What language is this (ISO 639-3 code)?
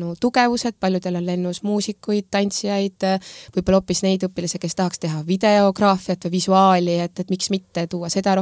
est